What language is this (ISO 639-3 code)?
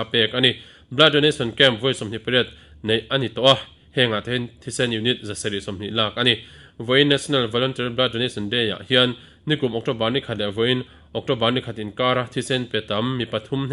lus